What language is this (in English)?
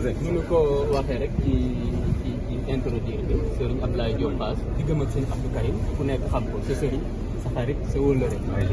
Wolof